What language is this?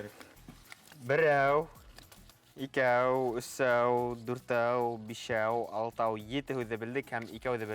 Bashkir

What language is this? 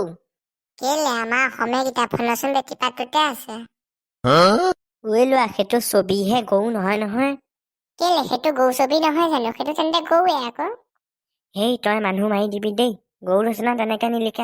Assamese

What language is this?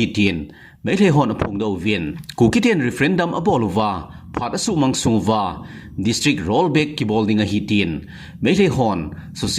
Thado Chin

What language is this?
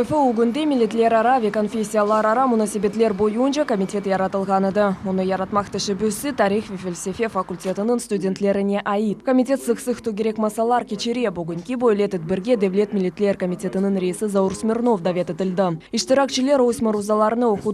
Crimean Tatar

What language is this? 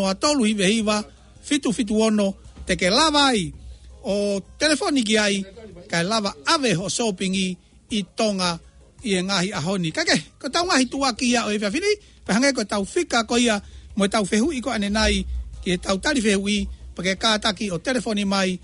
Tongan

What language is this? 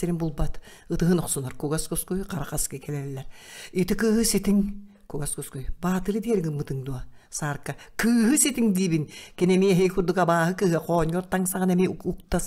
Yakut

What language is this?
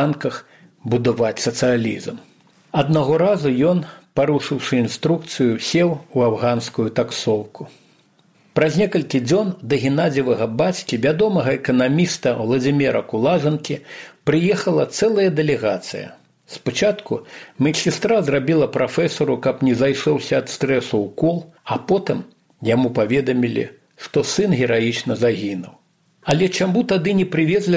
Belarusian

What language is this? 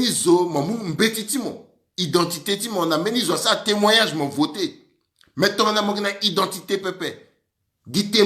Sango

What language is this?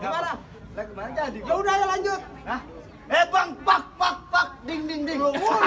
Betawi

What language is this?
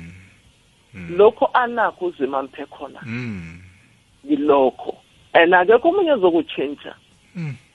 South Ndebele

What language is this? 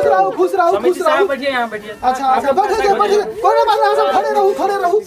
Maithili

